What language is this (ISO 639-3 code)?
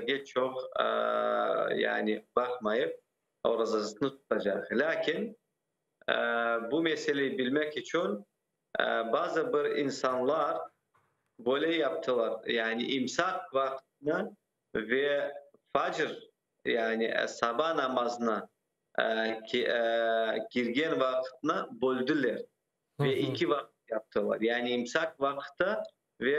crh